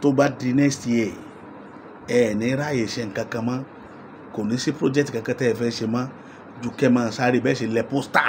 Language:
Yoruba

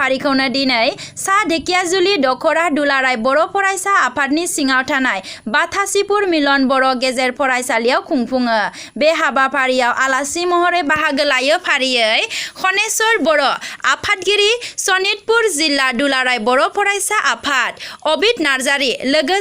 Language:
Bodo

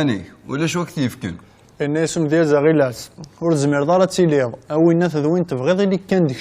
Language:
Kabyle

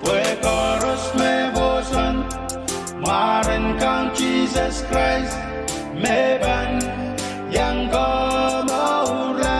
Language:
Pohnpeian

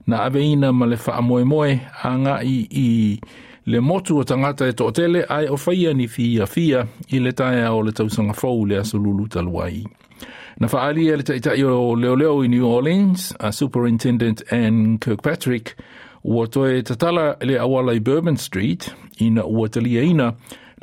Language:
Samoan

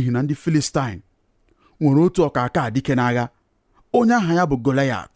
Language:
Igbo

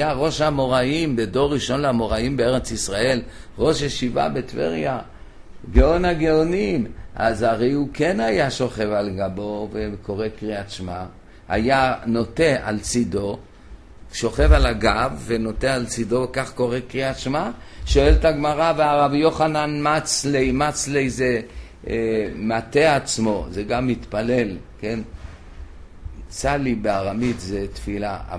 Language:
Hebrew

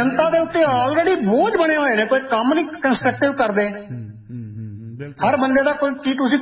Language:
Punjabi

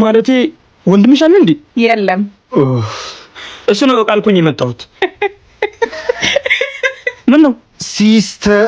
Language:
Amharic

